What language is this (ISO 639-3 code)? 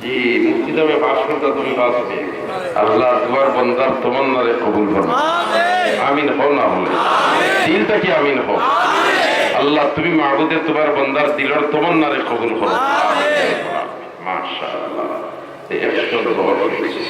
syl